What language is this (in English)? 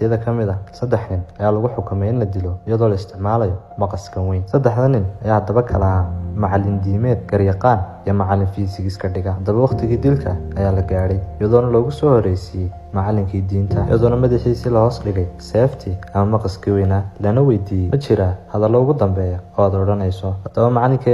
Somali